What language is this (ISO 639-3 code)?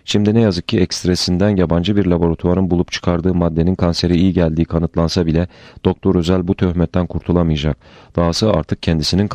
tur